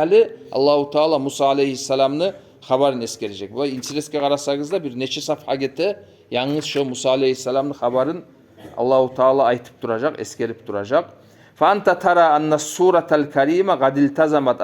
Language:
Kumyk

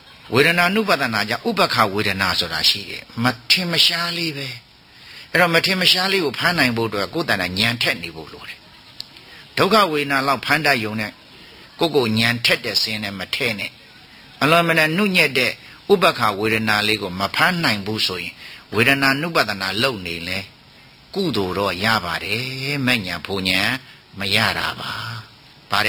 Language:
Burmese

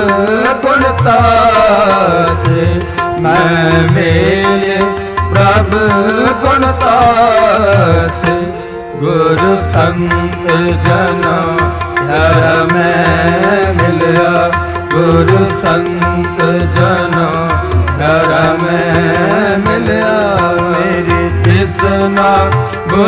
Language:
Punjabi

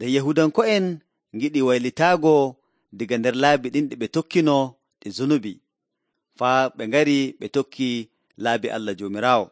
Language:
Nigerian Fulfulde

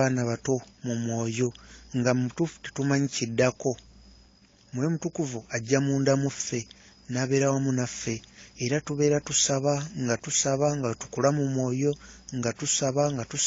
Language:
Ganda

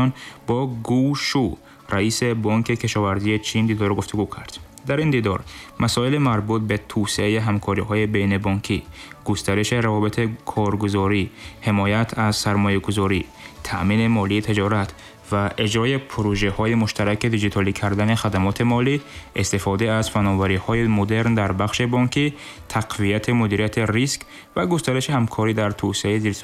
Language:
Tajik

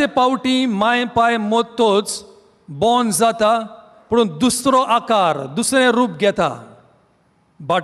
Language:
Konkani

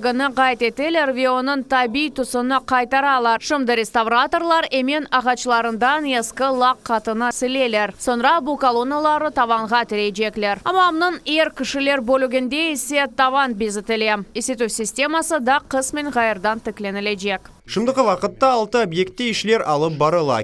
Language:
Crimean Tatar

